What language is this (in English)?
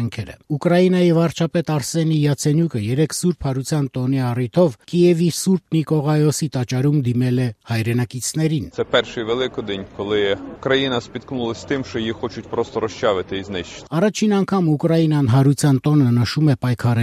Armenian